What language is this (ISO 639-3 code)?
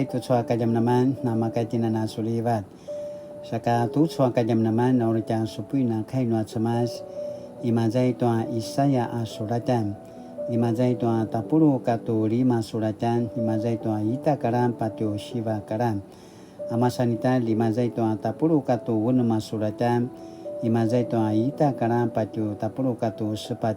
pwn